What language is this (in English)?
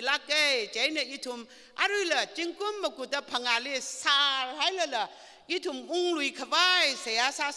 Tangkhul Naga (India)